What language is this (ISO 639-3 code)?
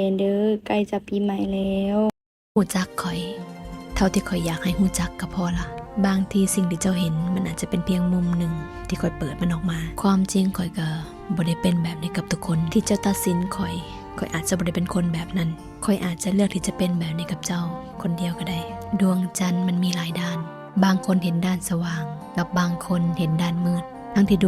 lao